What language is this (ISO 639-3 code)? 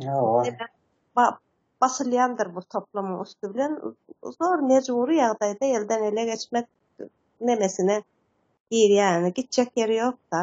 tuk